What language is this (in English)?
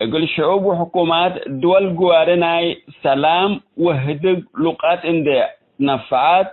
Tigre